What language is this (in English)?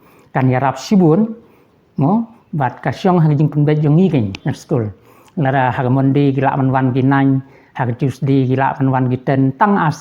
Khasi